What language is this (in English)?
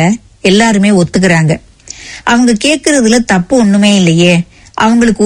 Tamil